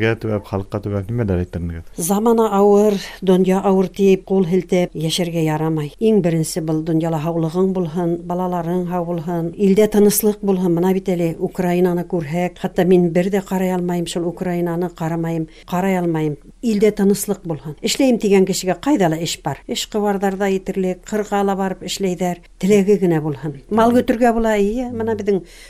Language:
Bashkir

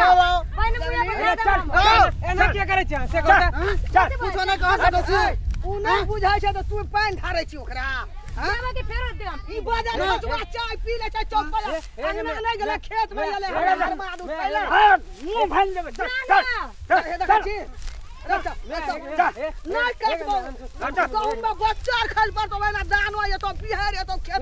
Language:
Maithili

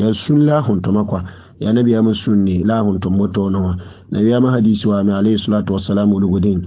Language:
Mossi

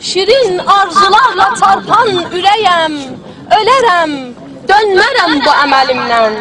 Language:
South Azerbaijani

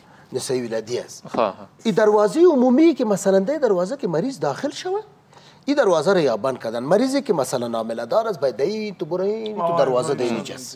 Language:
Persian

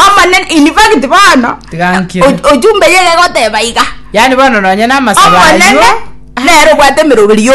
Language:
Gusii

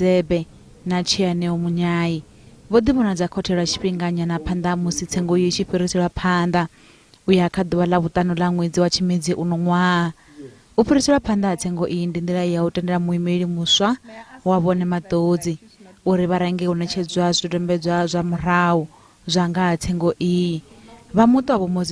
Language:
Venda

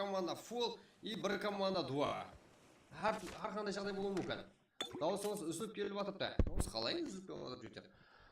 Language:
Kara-Kalpak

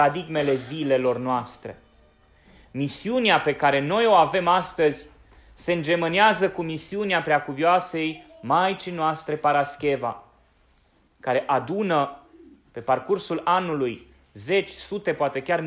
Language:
Romanian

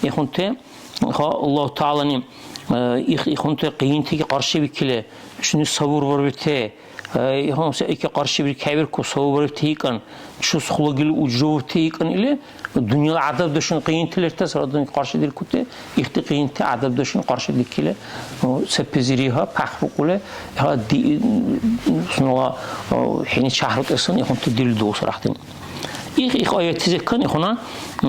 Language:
Dargwa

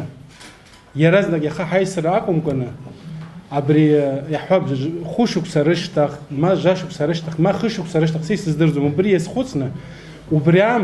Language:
Abkhazian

